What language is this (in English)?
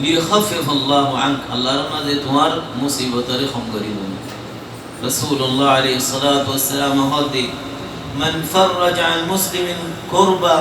Rohingya